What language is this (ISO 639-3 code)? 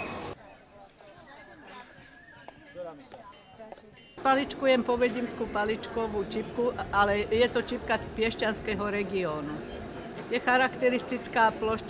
slk